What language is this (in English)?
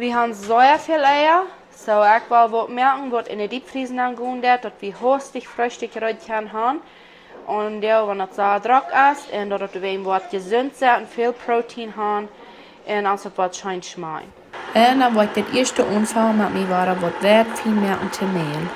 Plautdietsch